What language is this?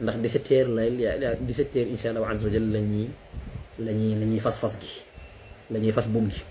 Wolof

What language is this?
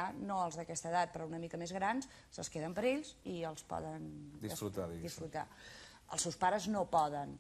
Catalan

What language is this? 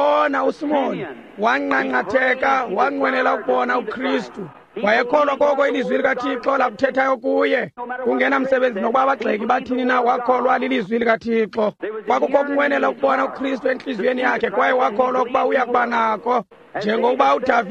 Xhosa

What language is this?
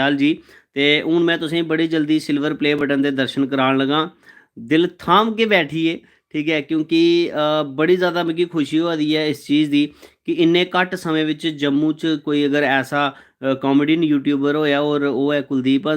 Dogri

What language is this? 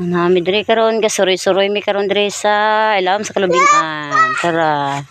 Cebuano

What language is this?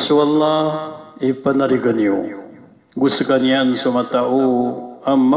Maranao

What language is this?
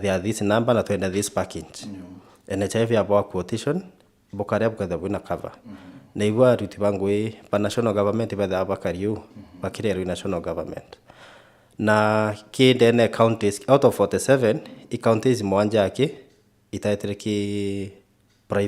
Meru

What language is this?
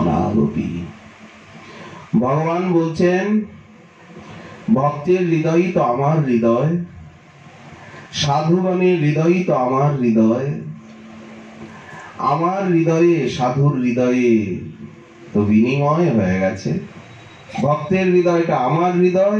Bangla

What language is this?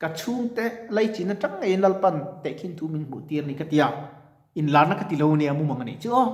Mizo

